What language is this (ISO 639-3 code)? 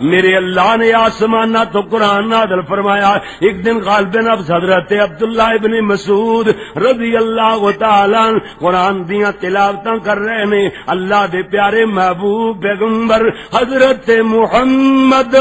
lah